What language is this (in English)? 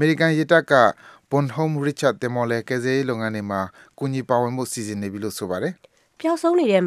Burmese